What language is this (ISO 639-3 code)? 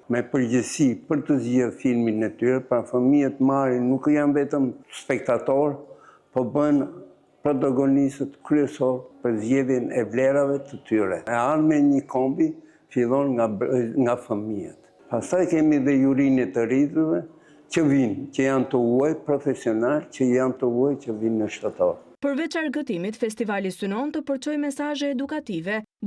sqi